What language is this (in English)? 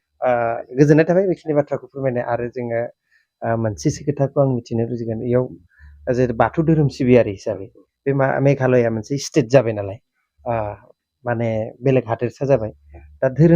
Bodo